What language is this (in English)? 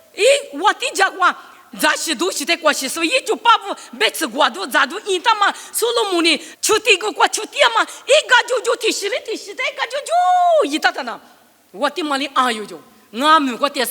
Lisu